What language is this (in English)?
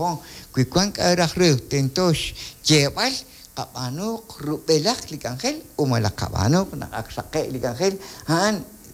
Kekchí